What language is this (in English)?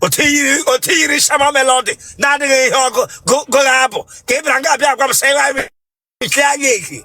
Igbo